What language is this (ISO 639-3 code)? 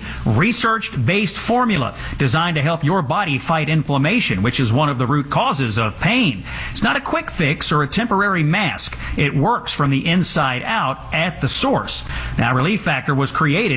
eng